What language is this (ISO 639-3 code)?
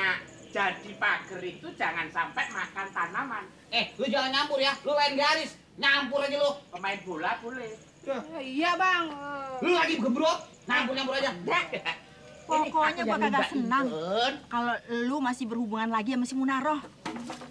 bew